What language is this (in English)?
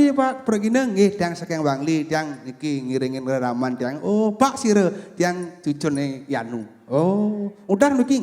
Balinese